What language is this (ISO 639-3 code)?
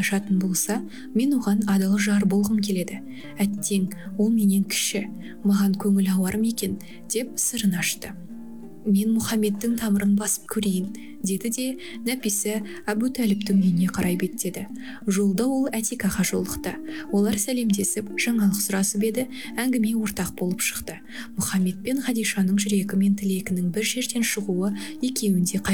kaz